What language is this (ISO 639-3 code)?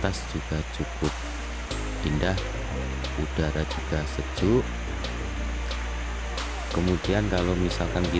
ind